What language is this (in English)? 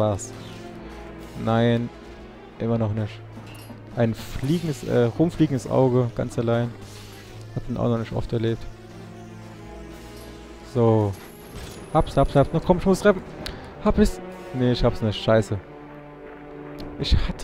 German